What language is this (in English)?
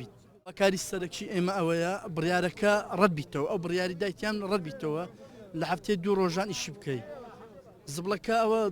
Central Kurdish